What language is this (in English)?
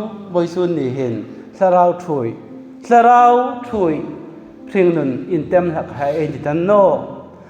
Hmar